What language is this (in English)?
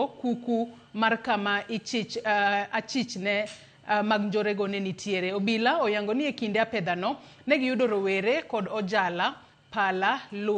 Luo (Kenya and Tanzania)